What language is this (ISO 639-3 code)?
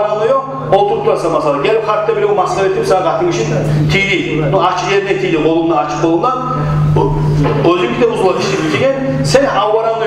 kum